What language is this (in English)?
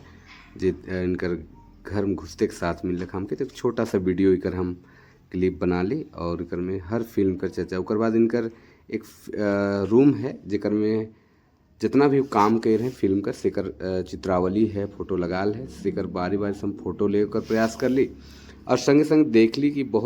Sadri